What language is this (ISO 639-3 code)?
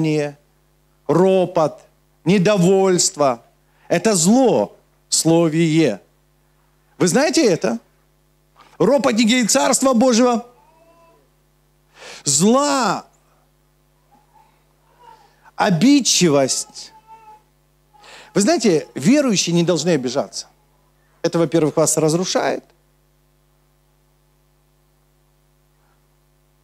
rus